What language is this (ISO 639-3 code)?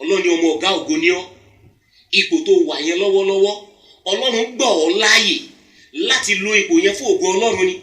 yor